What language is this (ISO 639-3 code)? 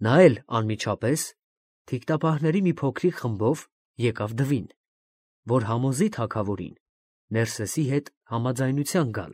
hye